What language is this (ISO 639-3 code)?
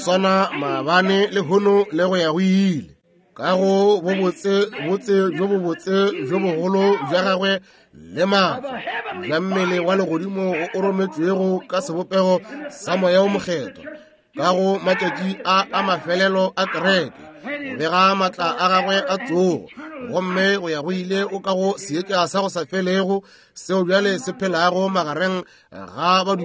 nso